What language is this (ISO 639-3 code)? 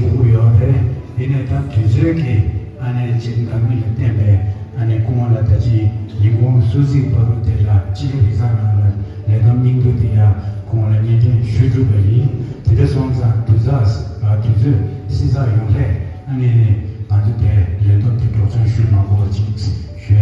bod